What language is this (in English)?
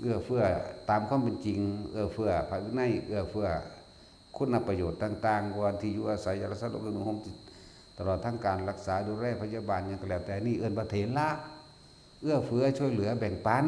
Northeastern Thai